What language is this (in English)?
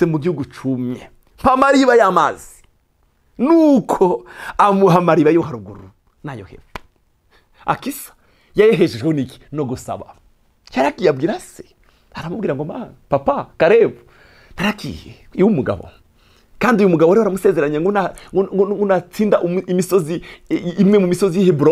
Rundi